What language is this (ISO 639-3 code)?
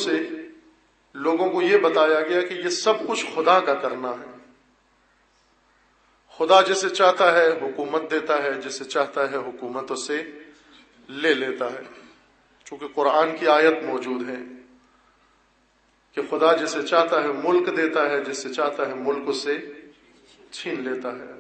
urd